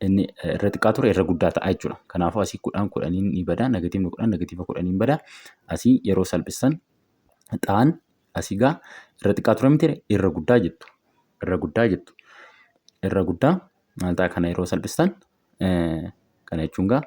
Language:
Oromo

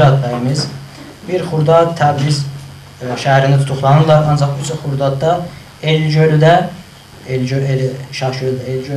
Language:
South Azerbaijani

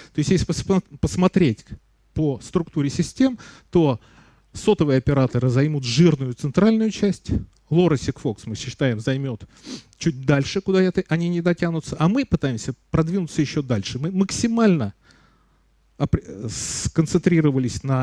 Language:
Russian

